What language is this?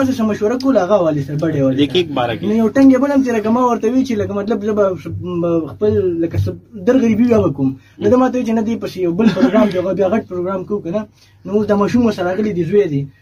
Pashto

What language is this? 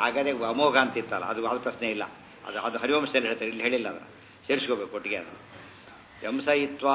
Kannada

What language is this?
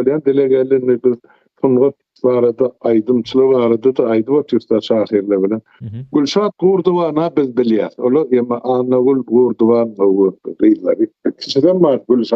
Turkmen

